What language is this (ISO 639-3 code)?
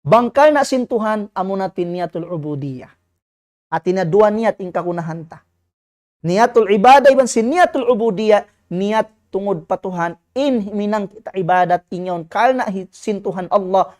tsg